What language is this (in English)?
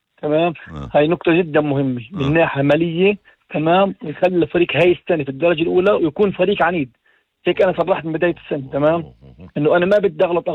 North Levantine Arabic